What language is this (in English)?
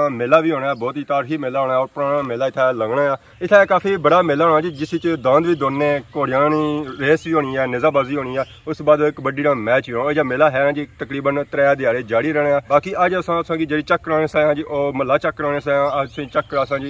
Pahari-Potwari